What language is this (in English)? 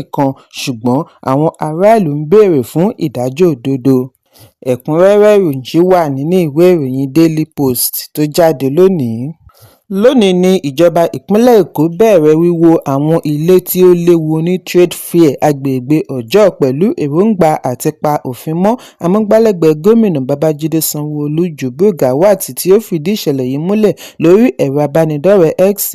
Yoruba